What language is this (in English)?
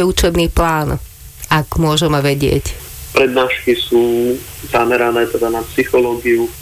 Slovak